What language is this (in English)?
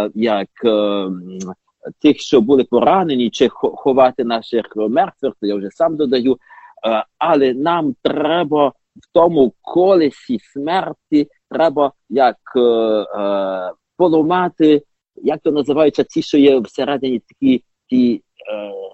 Ukrainian